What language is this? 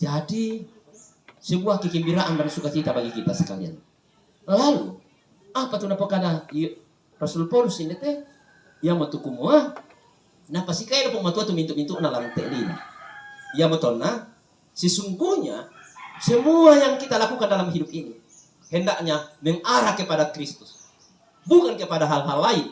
Toraja-Sa'dan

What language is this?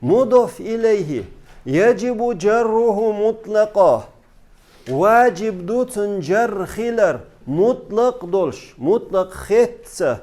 Chechen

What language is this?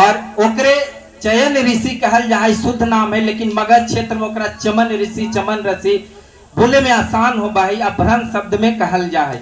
Magahi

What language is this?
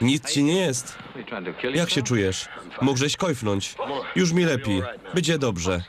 Silesian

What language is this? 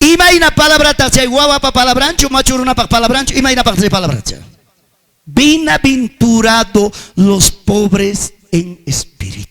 Ayacucho Quechua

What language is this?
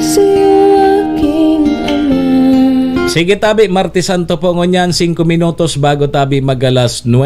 Bikol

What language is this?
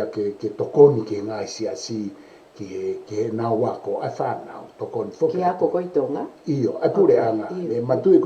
Tongan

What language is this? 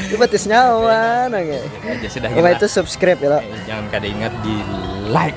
Banjar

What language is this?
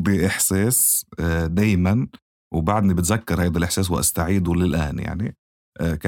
North Levantine Arabic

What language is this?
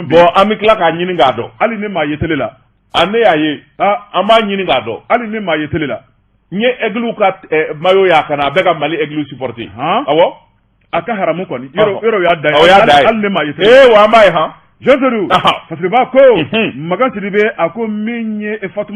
Bambara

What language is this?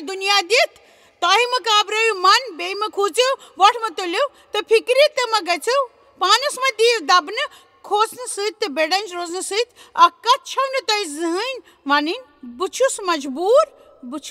Kashmiri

